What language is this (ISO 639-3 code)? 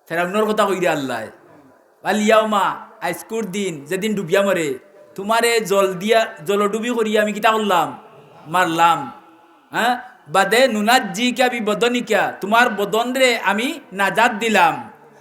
syl